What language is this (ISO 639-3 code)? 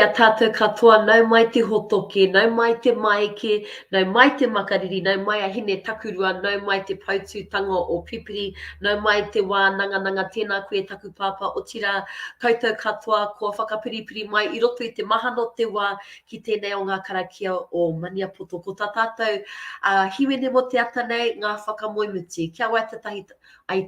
mri